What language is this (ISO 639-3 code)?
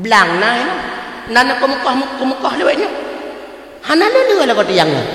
ace